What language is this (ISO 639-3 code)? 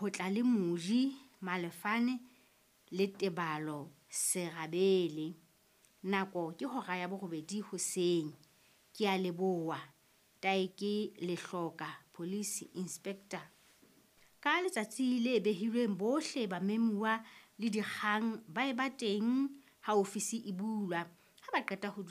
sot